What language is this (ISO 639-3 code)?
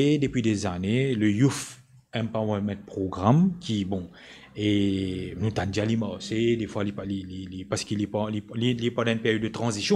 mfe